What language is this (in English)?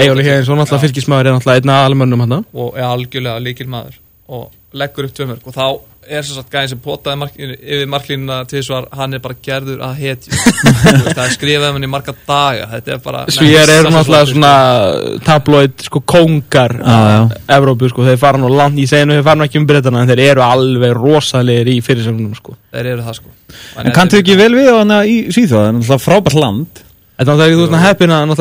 Icelandic